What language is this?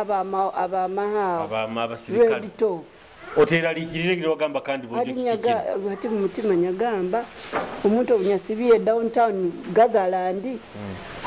Nyoro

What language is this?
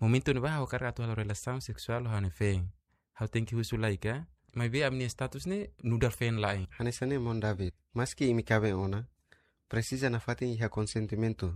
Tetum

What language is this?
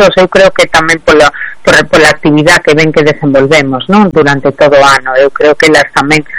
Galician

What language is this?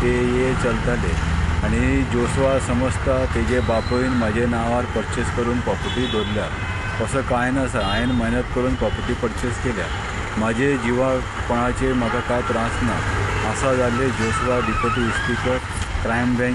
Konkani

